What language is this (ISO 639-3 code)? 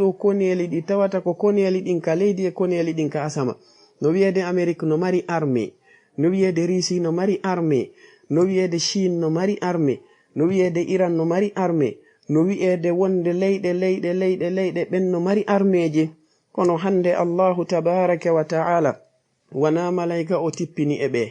ful